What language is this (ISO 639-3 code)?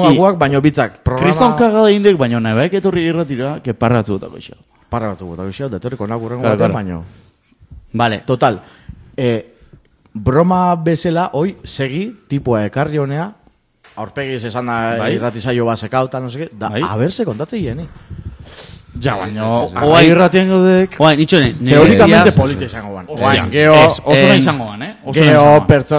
eus